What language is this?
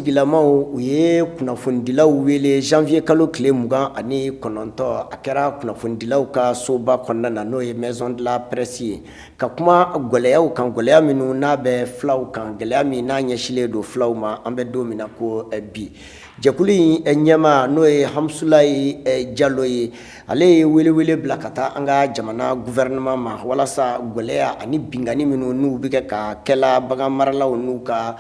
Bambara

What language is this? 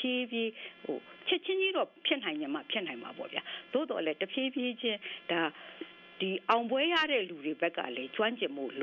Burmese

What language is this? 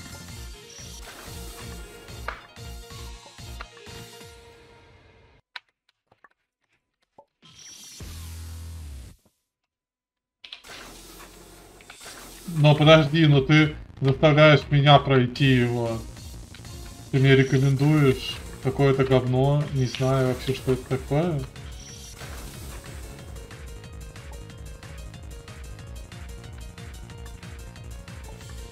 Russian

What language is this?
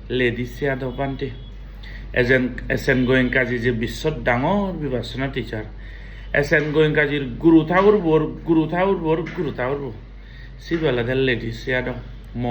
Chakma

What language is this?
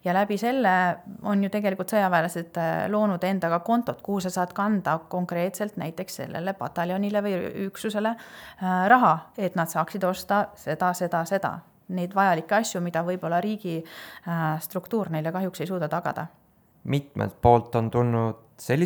Estonian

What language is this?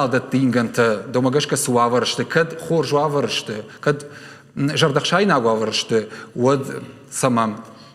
Ossetic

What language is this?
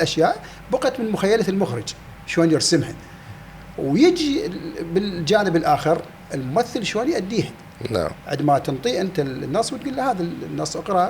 Mesopotamian Arabic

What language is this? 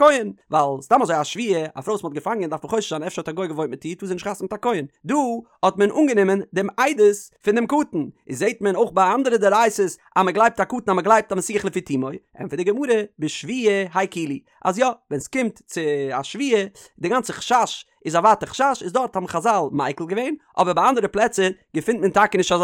Yiddish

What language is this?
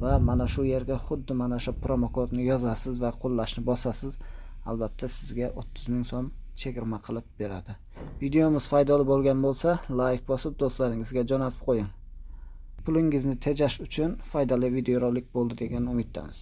Uzbek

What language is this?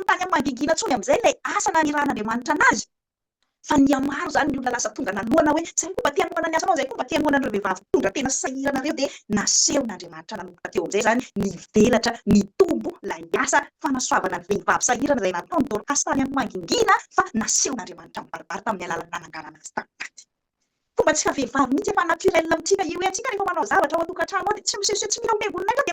Malagasy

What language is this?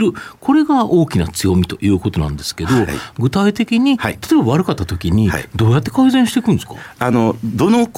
Japanese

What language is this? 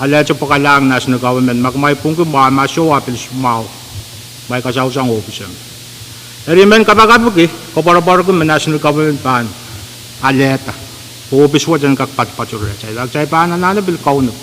Pohnpeian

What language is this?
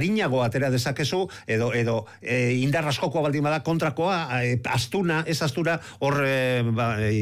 Basque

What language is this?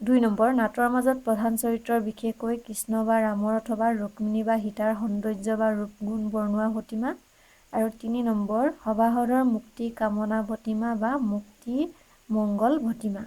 Assamese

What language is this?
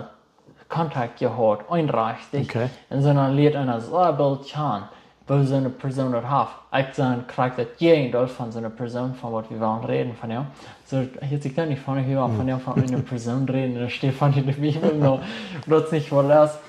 Plautdietsch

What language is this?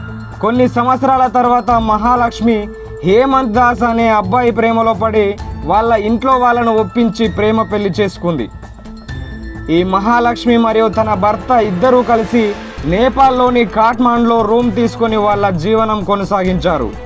Telugu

